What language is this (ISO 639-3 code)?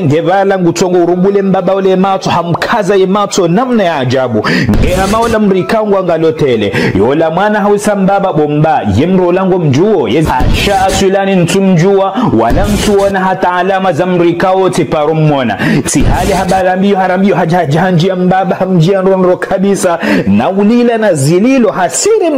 zdj